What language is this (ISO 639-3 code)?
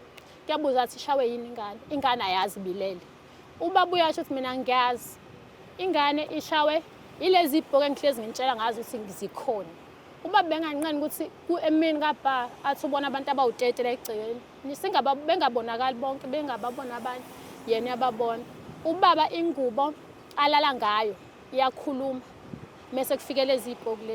zul